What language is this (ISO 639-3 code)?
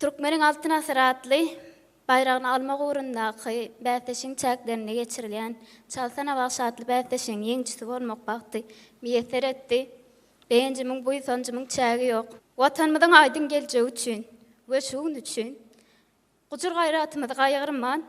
tuk